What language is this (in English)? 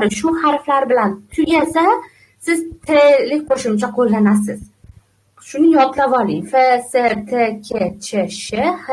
Uzbek